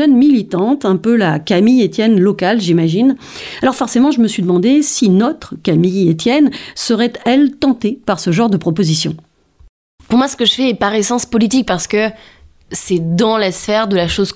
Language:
French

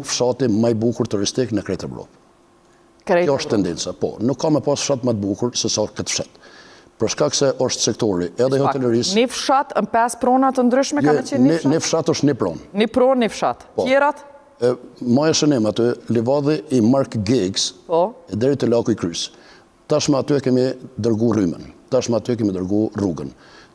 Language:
Albanian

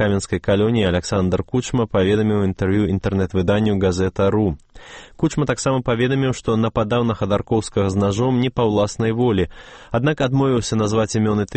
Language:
Belarusian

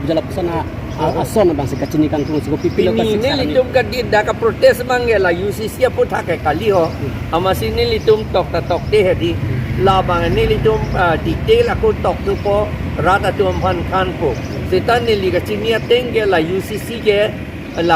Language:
Karbi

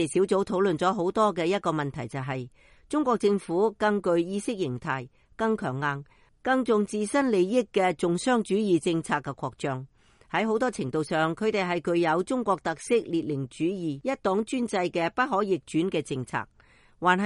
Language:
Cantonese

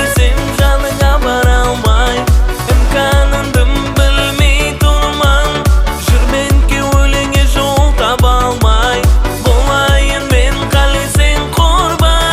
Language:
Kara-Kalpak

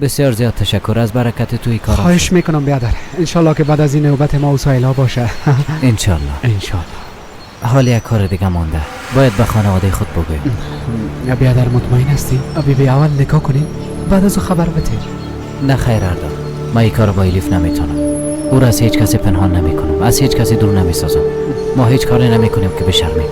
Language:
Persian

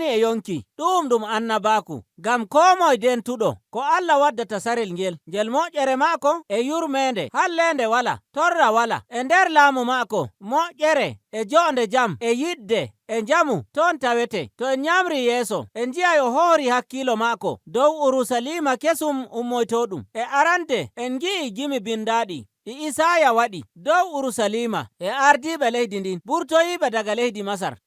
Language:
Nigerian Fulfulde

